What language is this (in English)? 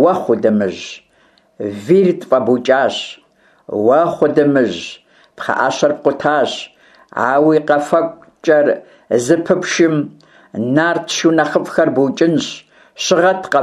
Kabardian